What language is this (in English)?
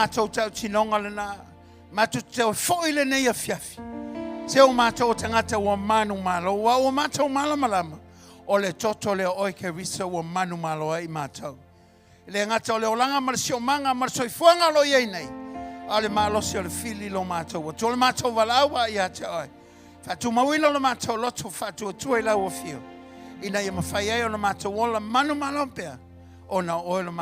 Samoan